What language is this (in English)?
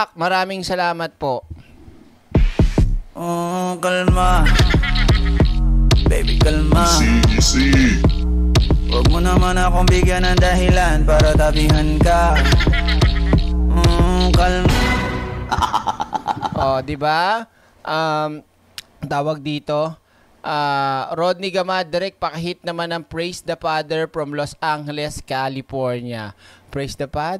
Filipino